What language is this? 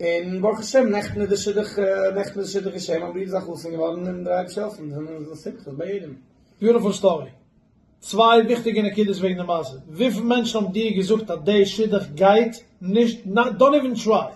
Yiddish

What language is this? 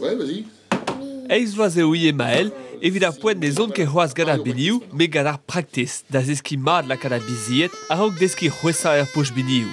Breton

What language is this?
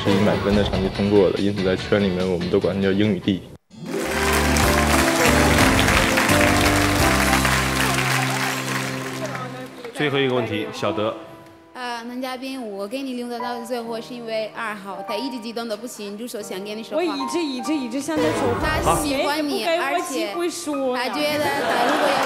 Chinese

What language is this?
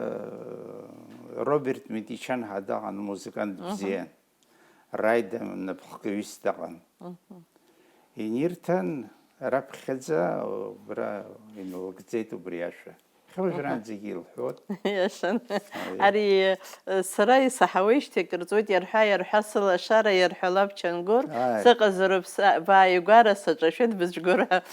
Abkhazian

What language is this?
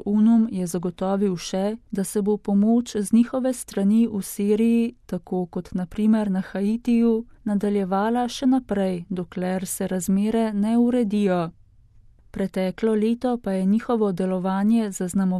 Slovenian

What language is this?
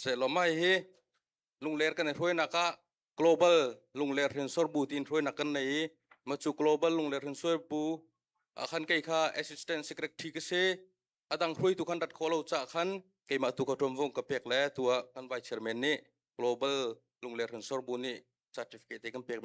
Hakha Chin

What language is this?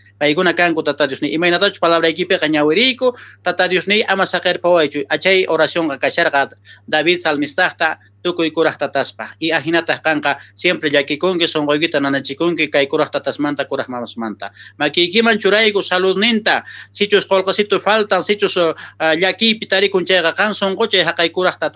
South Bolivian Quechua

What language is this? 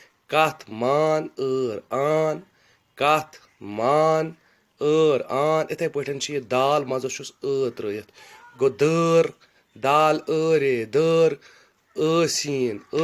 Kashmiri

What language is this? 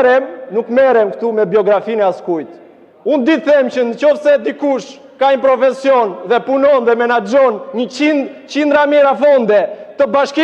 Albanian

